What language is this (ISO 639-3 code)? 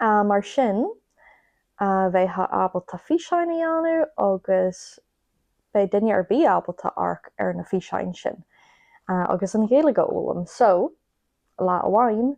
gle